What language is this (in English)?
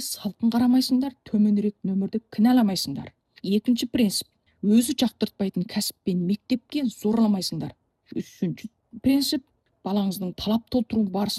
Kazakh